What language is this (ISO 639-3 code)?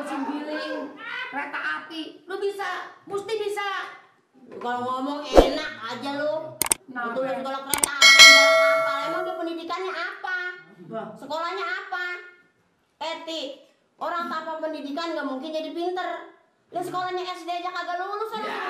bew